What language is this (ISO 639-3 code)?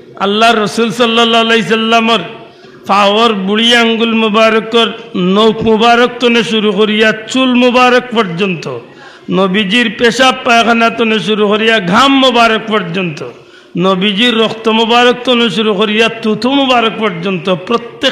syl